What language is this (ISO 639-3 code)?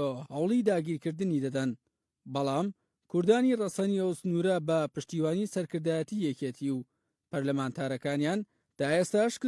ckb